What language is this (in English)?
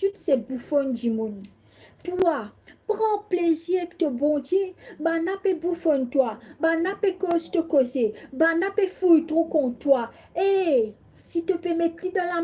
Morisyen